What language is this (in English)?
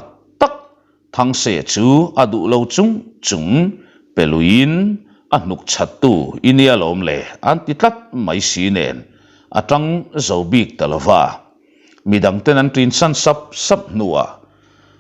Mizo